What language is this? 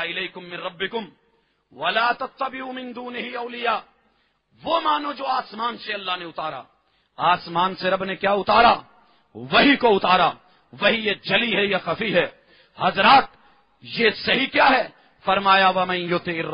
Urdu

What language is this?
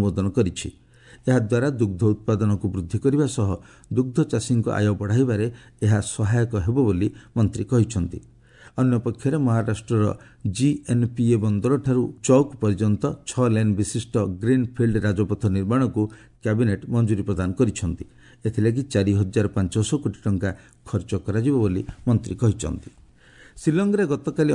Odia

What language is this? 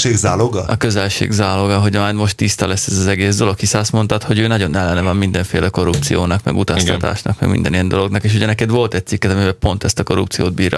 Hungarian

